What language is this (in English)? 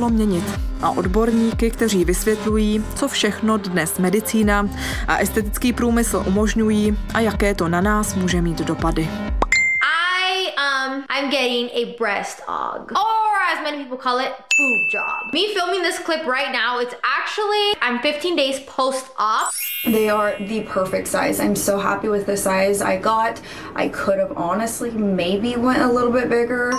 Czech